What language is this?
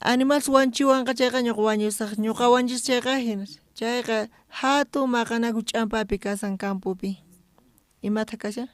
South Bolivian Quechua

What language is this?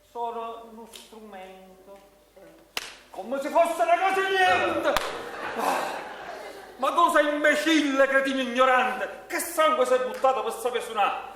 Neapolitan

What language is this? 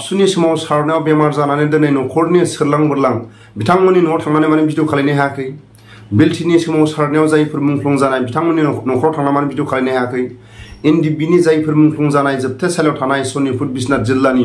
Bodo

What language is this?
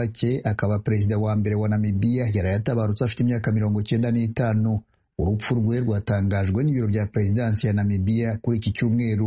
Kinyarwanda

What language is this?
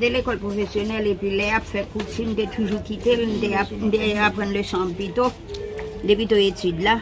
Haitian Creole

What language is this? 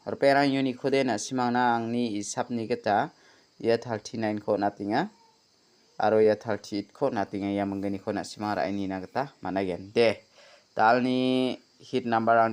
Garo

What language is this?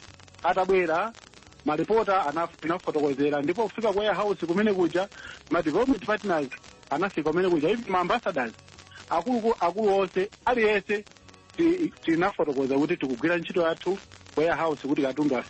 Nyanja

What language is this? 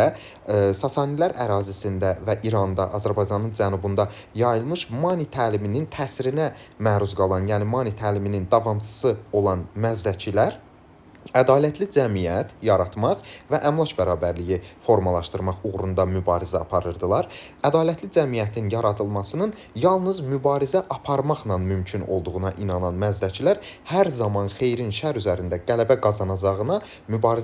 Azerbaijani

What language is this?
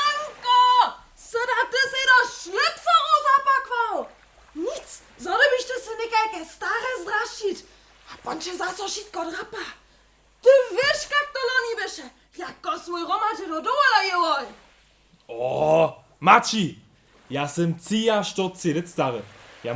Upper Sorbian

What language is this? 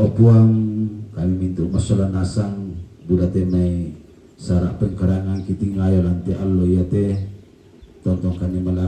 Toraja-Sa'dan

